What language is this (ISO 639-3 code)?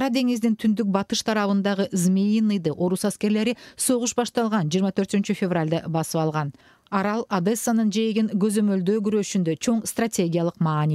kir